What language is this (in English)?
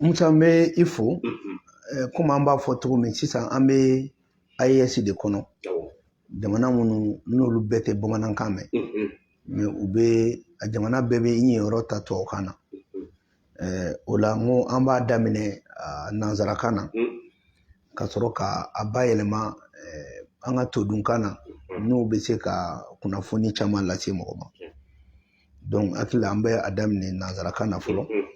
Bambara